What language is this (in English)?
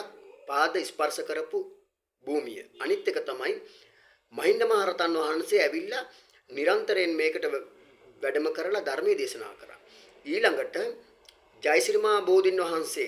Sinhala